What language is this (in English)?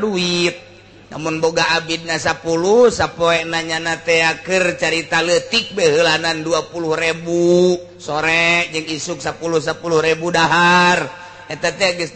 Sundanese